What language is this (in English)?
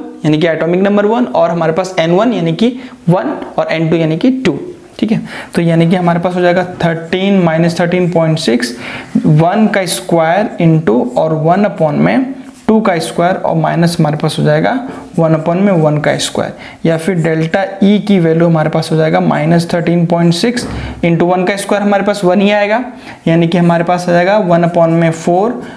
Hindi